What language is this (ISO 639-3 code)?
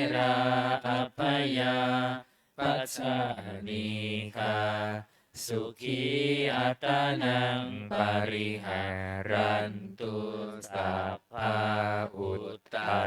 pli